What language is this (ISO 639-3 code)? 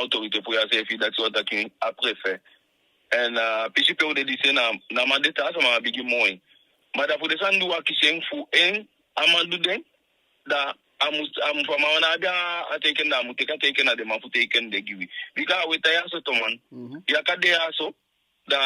djk